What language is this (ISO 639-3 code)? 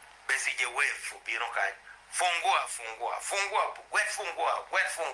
ach